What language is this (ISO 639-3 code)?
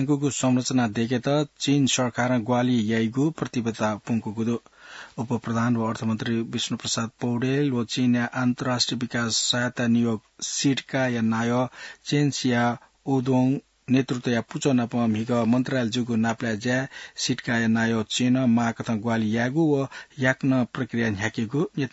new